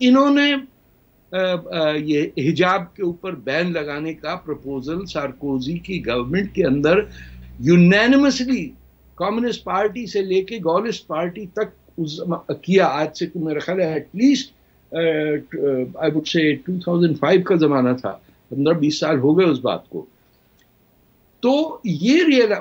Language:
Urdu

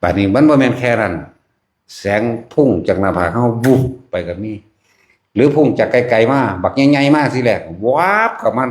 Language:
Northeastern Thai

